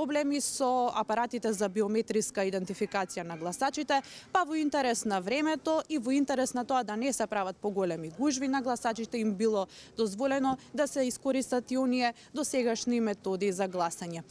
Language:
Macedonian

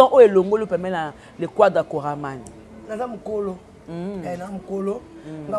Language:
Lingala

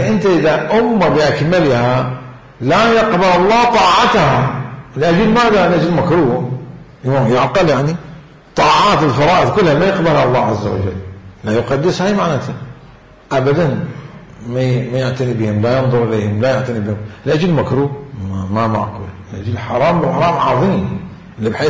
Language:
Mesopotamian Arabic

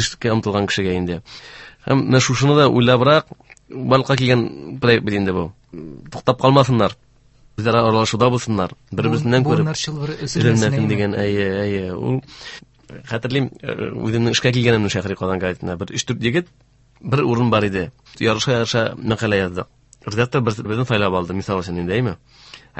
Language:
Tatar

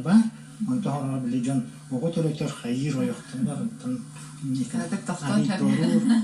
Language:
Yakut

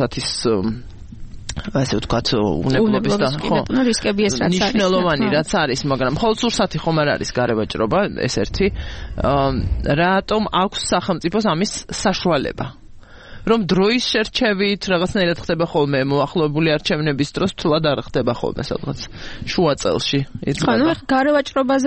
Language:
Georgian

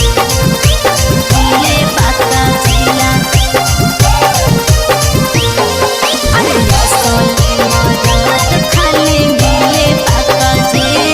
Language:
Bhojpuri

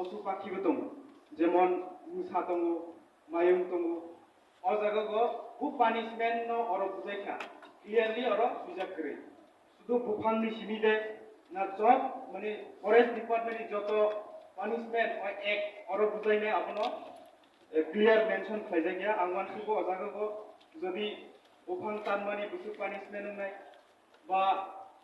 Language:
Kok Borok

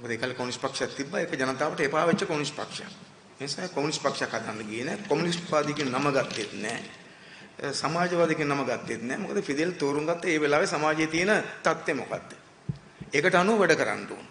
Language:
Sinhala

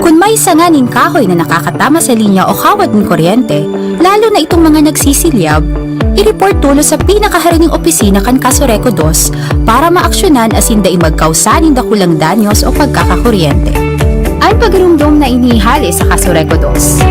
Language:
Bikol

